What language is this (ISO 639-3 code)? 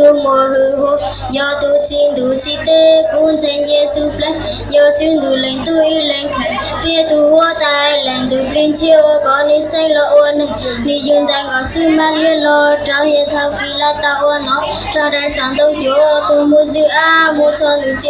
hmn